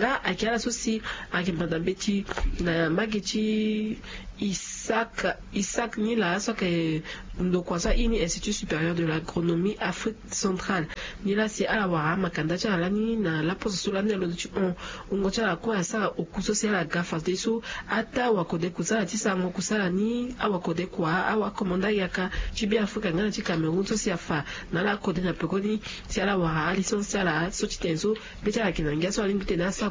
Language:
Sango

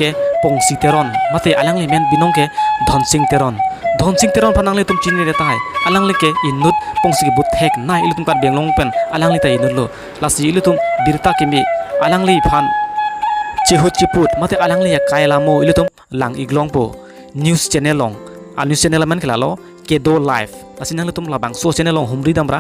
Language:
Karbi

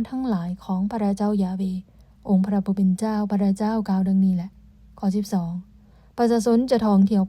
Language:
Lao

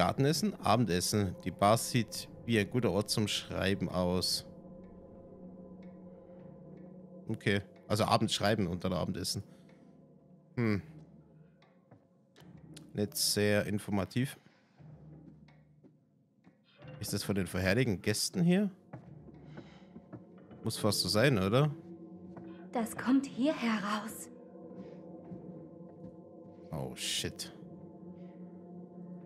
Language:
German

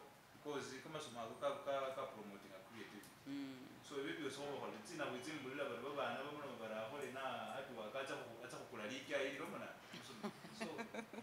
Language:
Masaaba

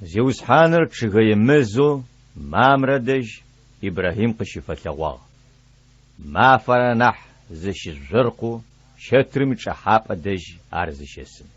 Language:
Adyghe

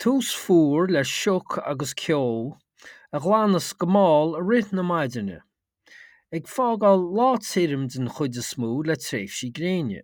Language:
Irish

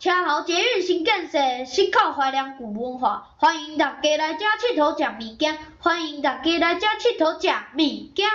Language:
Min Nan Chinese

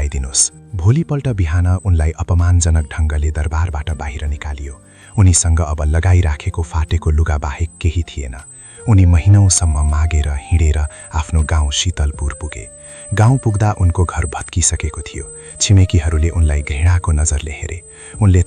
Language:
Nepali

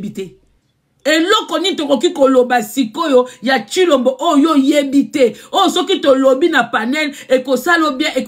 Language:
Lingala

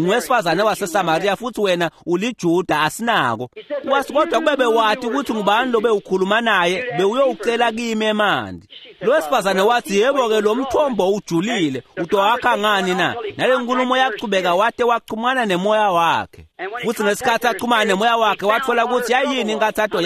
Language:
Swati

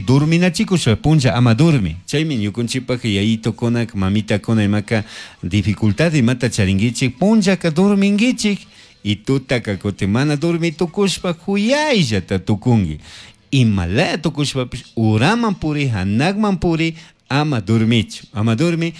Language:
Chimborazo Highland Quichua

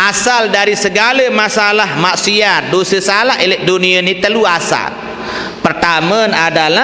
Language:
Sasak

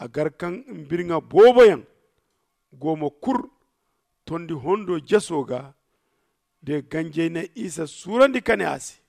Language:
Zarma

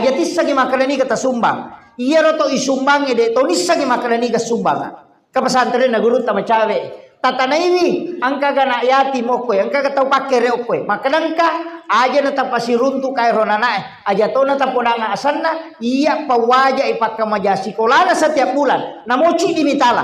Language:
Buginese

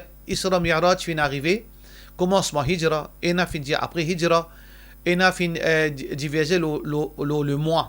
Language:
Morisyen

